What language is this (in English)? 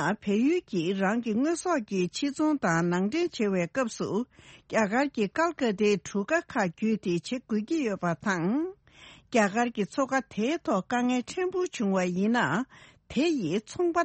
Tibetan